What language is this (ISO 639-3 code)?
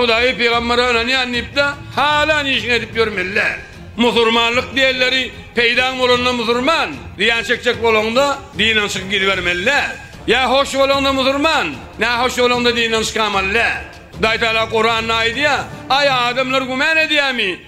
tuk